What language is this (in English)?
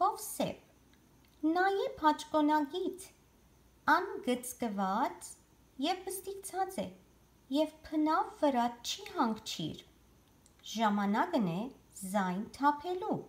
Western Armenian